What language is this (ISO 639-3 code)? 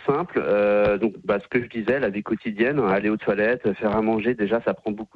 fra